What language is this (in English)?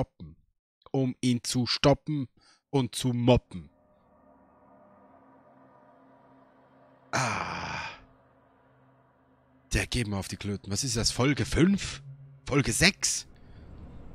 German